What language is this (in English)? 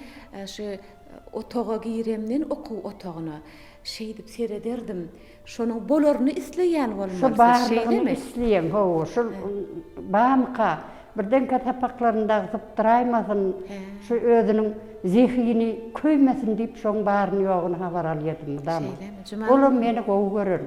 Turkmen